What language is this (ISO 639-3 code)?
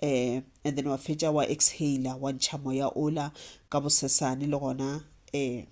nso